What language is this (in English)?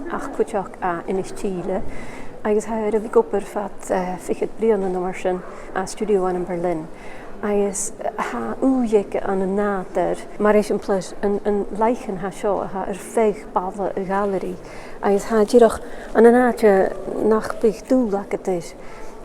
Scottish Gaelic